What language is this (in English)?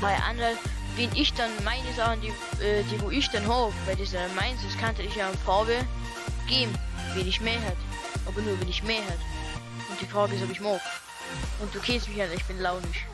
Bavarian